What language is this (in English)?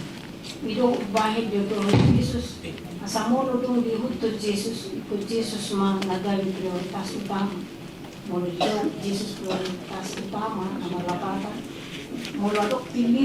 Batak Toba